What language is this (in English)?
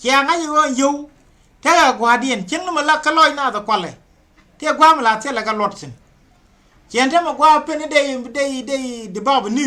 Nuer